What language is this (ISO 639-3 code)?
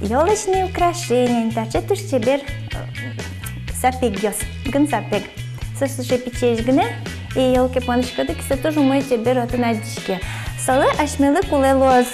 udm